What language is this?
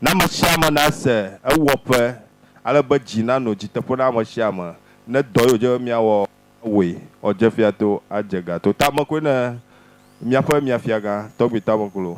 Ewe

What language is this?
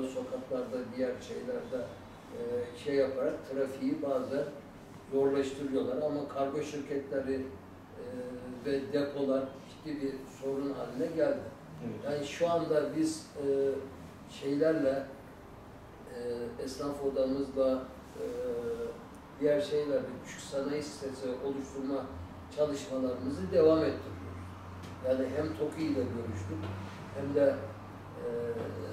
Turkish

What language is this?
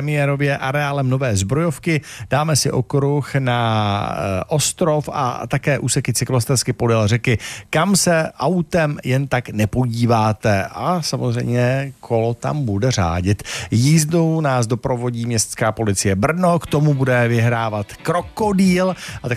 Czech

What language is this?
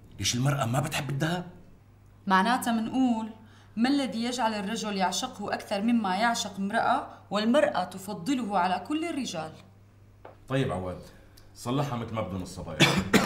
North Levantine Arabic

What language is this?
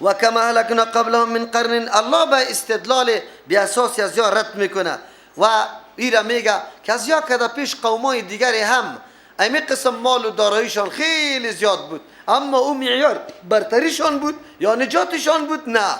Persian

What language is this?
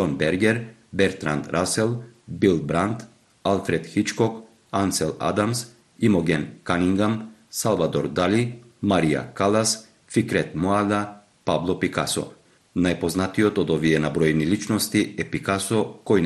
Macedonian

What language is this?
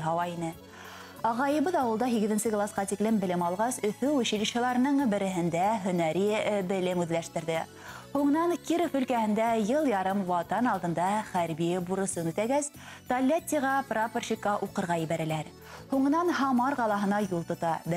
Bashkir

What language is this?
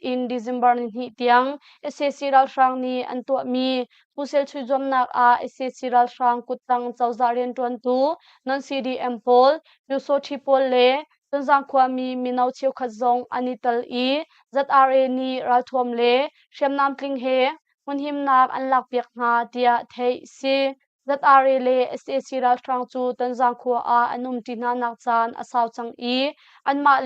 Hakha Chin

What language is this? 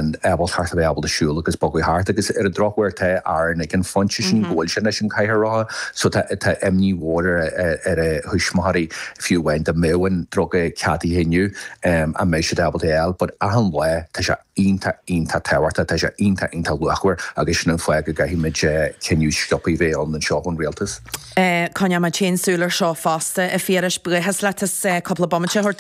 Irish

